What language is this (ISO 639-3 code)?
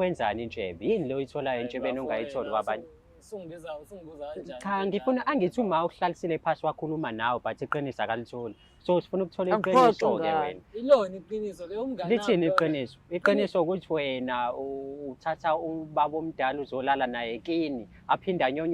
zul